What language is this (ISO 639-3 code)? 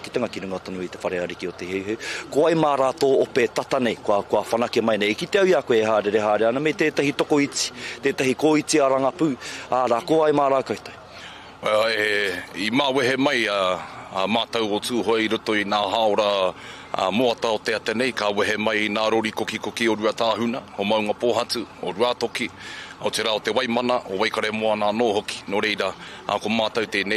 mri